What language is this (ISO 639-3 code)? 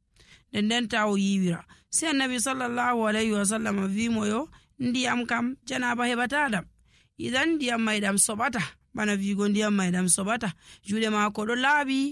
fuv